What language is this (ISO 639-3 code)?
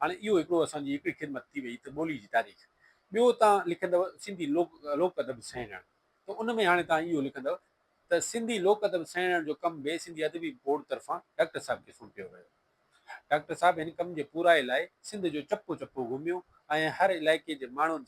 snd